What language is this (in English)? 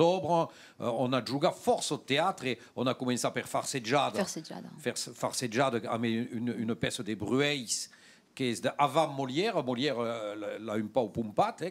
Occitan